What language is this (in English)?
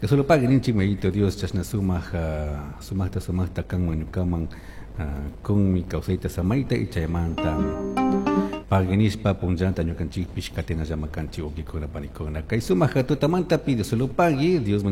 Chimborazo Highland Quichua